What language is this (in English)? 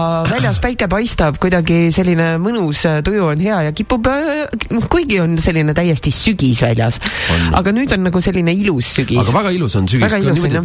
Estonian